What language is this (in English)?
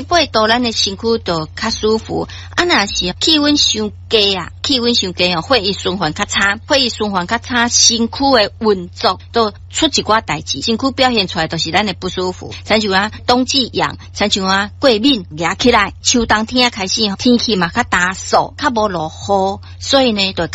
Min Nan Chinese